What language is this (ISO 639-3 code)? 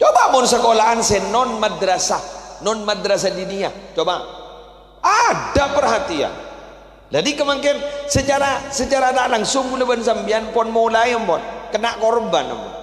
mad